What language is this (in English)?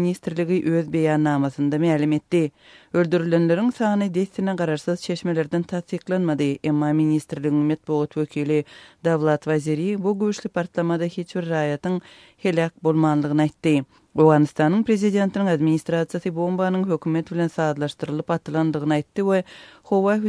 Turkmen